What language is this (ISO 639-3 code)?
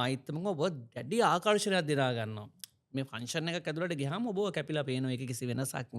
sin